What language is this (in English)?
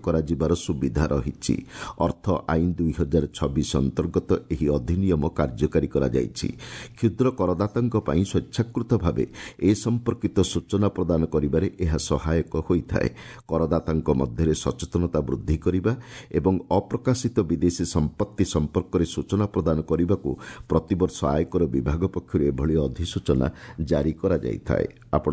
Odia